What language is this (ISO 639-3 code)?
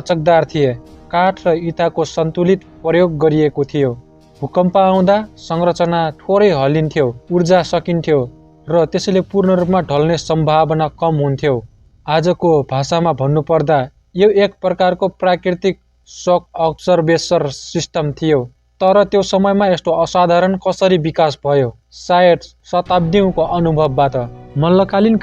nep